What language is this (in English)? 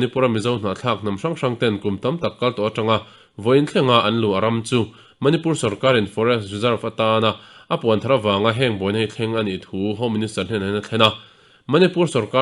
Mizo